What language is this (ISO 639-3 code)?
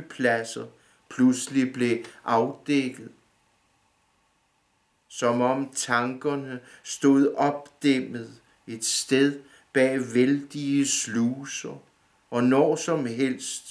dan